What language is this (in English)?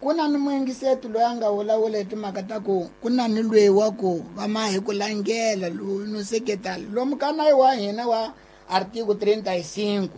Tsonga